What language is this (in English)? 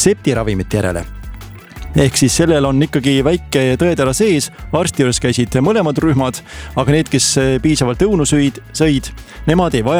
Estonian